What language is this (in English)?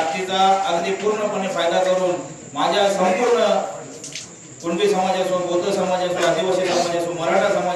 Marathi